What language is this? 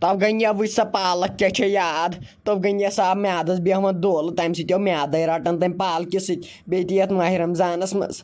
Kashmiri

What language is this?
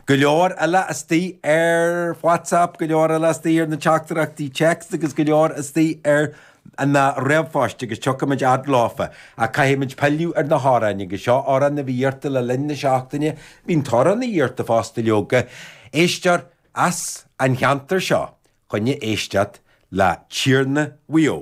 Irish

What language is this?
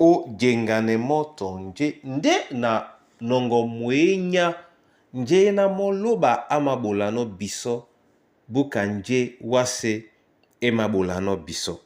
Duala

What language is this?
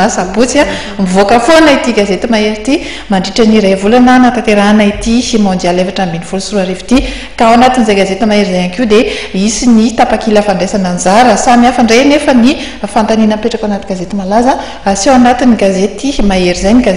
Malagasy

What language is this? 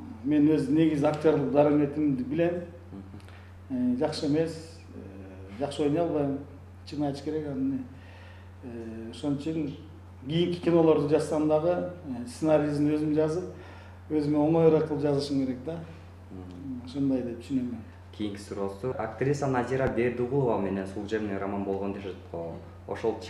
Kyrgyz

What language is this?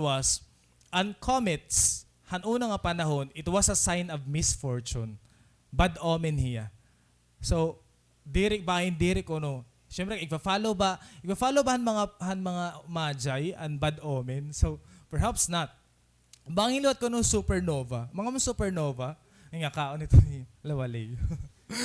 Waray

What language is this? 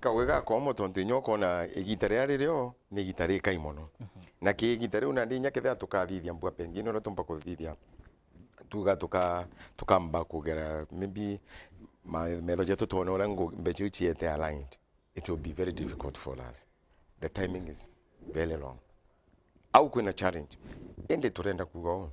Meru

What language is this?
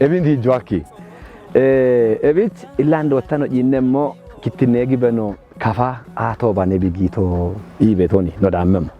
Kafa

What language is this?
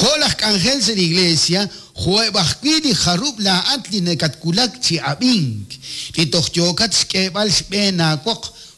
Kekchí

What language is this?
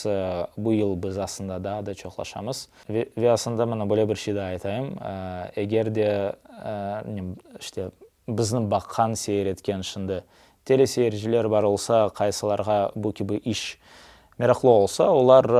Crimean Tatar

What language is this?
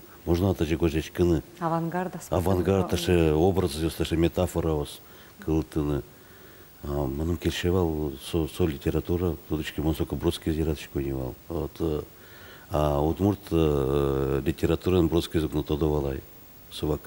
Udmurt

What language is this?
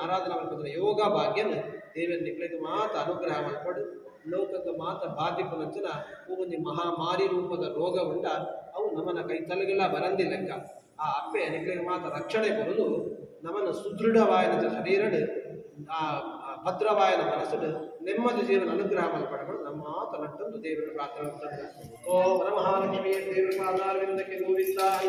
Tulu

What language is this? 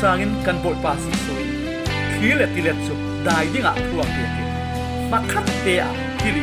Falam Chin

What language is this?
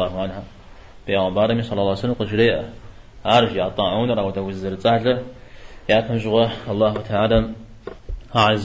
Kabardian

